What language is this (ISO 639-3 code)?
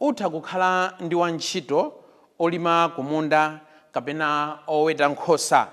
nya